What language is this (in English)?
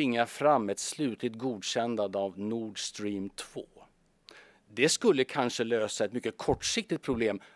Swedish